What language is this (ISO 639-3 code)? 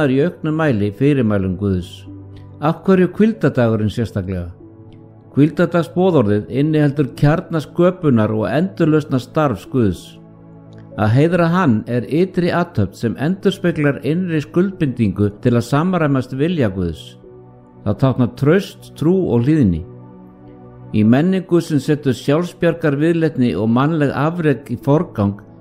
isl